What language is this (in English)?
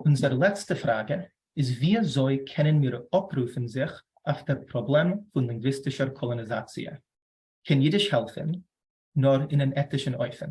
Yiddish